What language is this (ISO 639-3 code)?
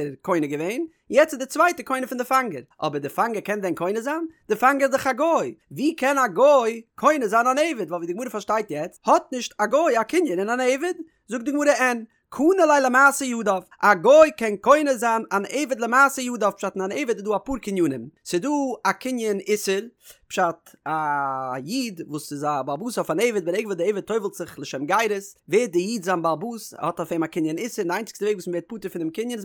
yid